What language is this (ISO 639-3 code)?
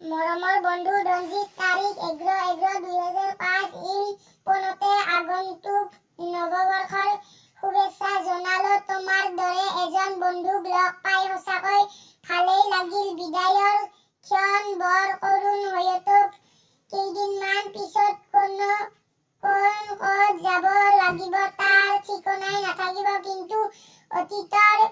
asm